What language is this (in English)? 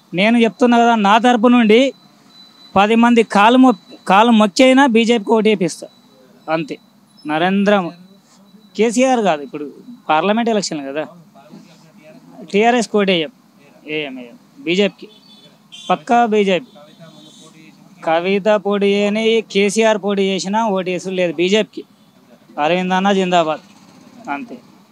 Telugu